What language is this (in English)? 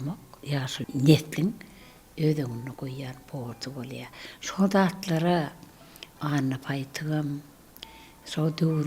Turkmen